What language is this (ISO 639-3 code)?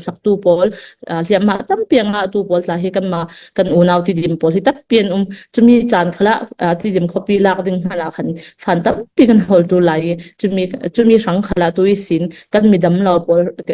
cfm